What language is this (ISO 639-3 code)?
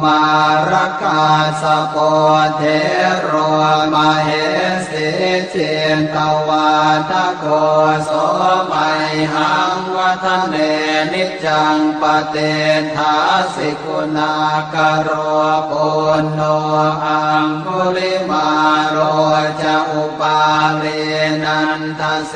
pli